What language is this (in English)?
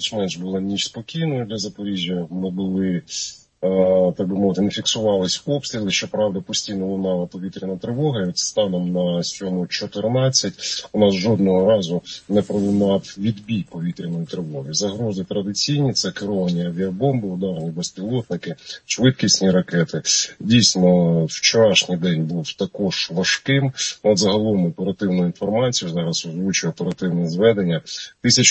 Ukrainian